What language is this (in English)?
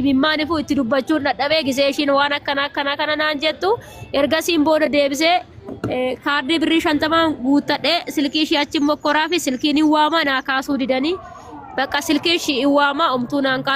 Oromo